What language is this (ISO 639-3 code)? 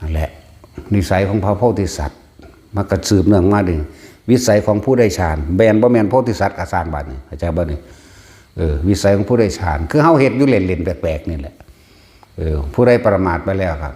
tts